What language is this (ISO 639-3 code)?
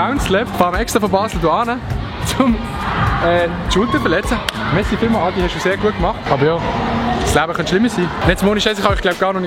gsw